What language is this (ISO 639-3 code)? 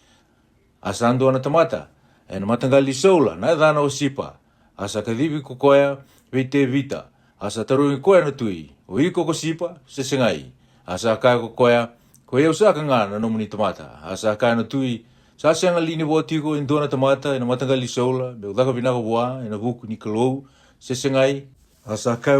fij